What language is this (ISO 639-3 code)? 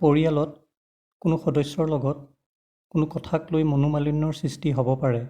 asm